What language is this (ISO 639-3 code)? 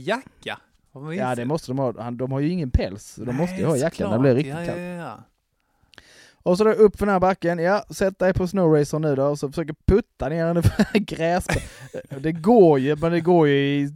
swe